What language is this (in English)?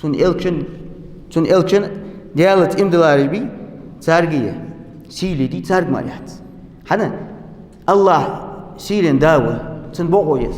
Ingush